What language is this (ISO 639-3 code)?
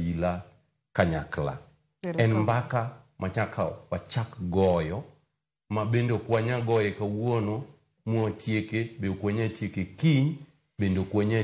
luo